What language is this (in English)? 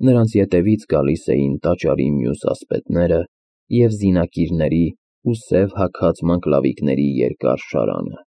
Armenian